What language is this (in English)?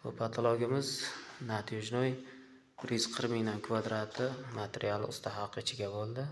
Uzbek